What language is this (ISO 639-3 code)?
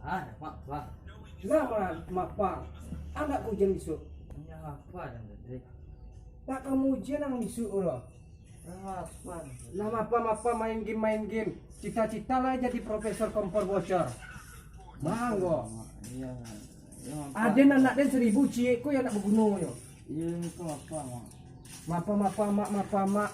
min